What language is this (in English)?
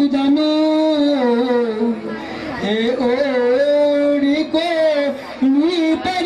Marathi